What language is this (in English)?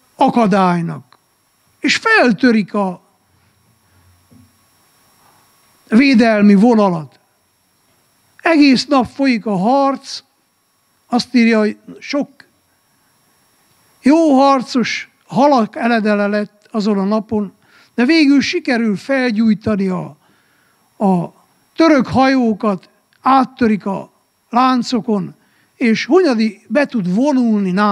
Hungarian